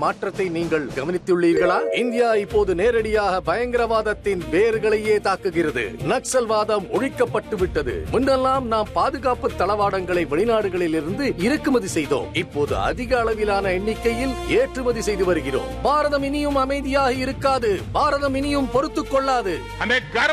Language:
Tamil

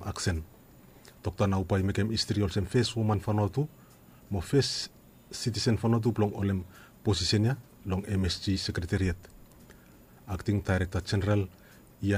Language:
Bislama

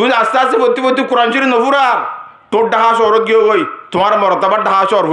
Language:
Rohingya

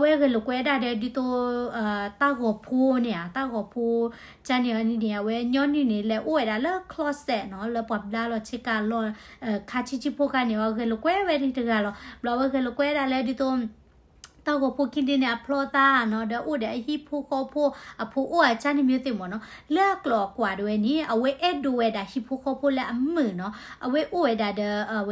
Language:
S'gaw Karen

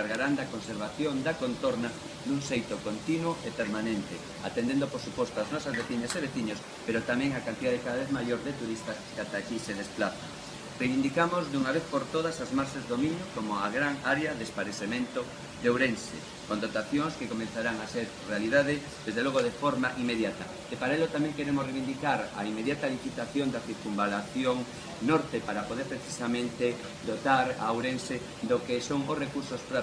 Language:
Galician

